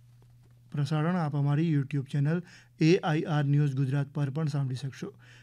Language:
Gujarati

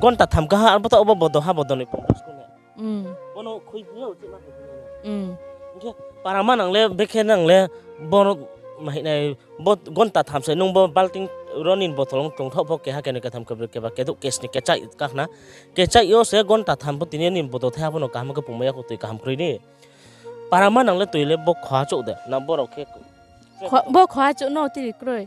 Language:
Riang (India)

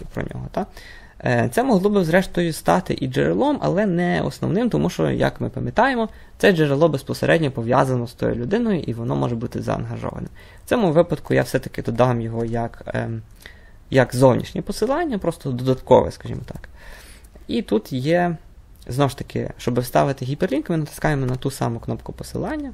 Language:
Ukrainian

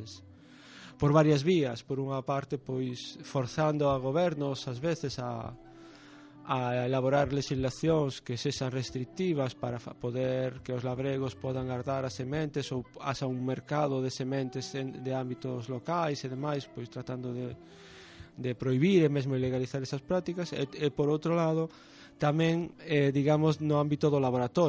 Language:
Galician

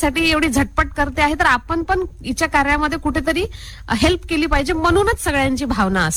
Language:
Marathi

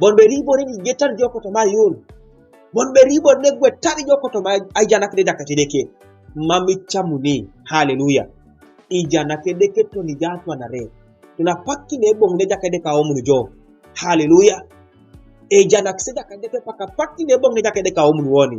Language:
Teso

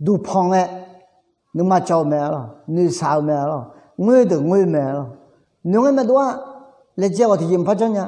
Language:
Akha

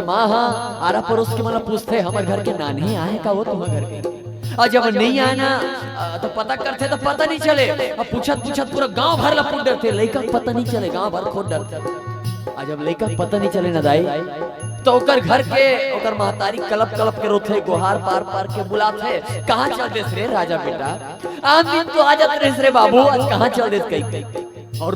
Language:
Chhattisgarhi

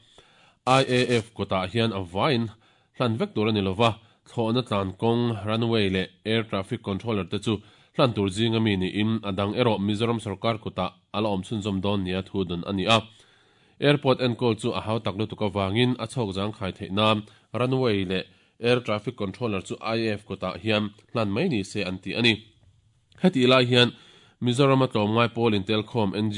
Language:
Mizo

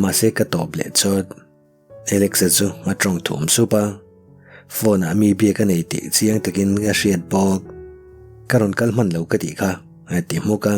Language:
Mizo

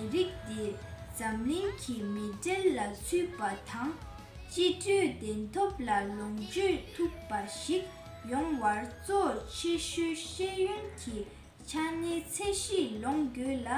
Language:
Tibetan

